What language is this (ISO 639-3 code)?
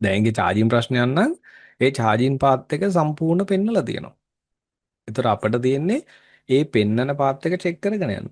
sin